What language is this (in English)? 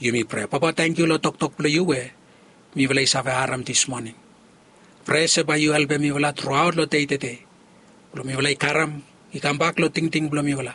Bislama